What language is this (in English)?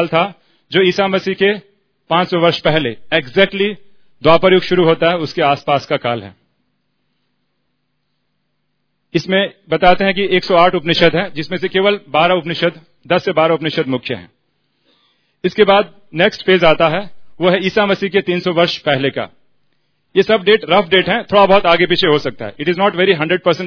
Hindi